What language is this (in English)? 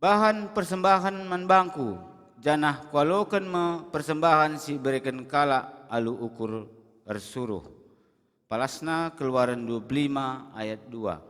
Batak Karo